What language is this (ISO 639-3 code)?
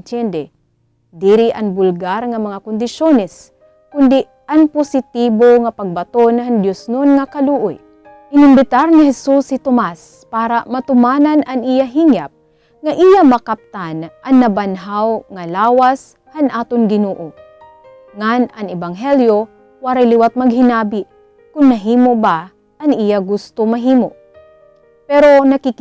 war